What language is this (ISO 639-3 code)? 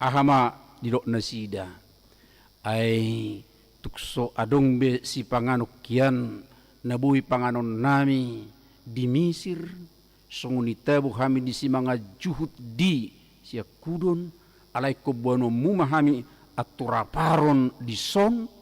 bbc